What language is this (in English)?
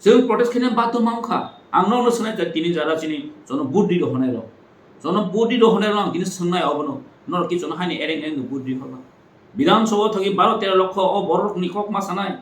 Kok Borok